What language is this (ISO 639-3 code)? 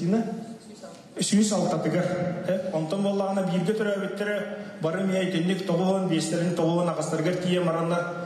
sah